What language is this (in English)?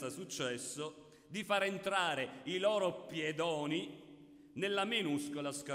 Italian